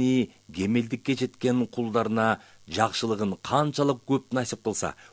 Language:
Kyrgyz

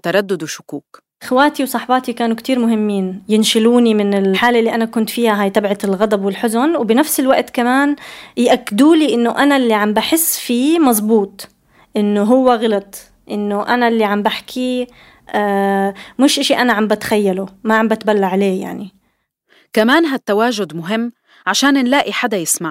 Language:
North Levantine Arabic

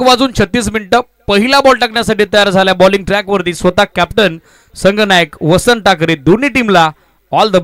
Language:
Marathi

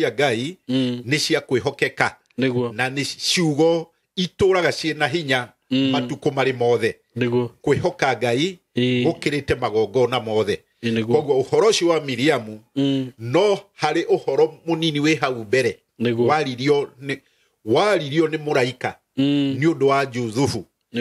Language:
Kikuyu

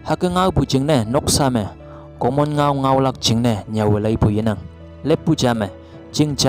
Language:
Konyak Naga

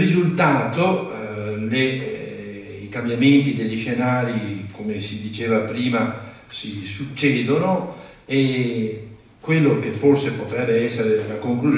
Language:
Italian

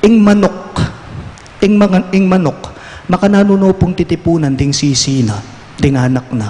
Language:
Pampanga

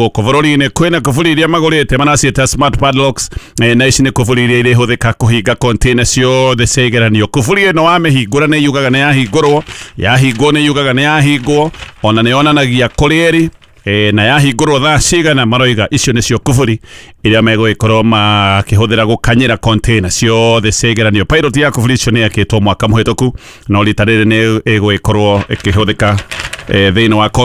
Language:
Kikuyu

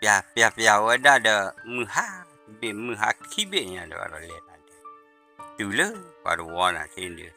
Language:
S'gaw Karen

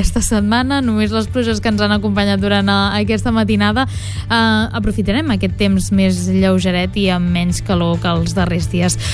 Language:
Catalan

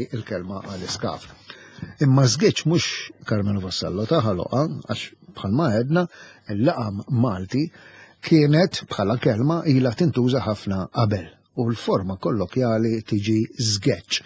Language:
Maltese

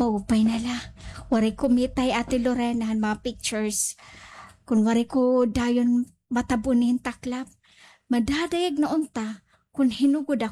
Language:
Waray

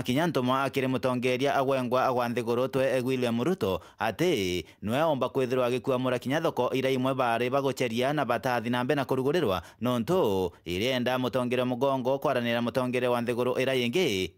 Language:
Meru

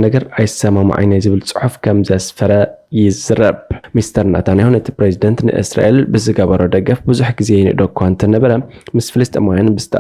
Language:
Tigrinya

